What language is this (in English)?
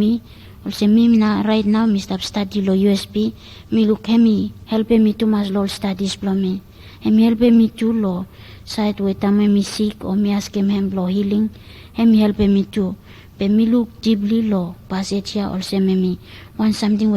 Bislama